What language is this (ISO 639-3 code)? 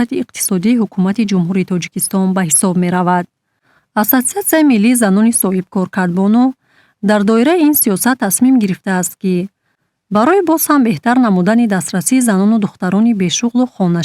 tgk